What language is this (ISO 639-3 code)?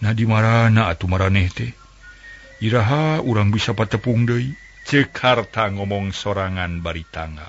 sun